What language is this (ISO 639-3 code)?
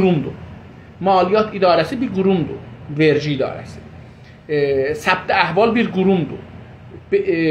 azb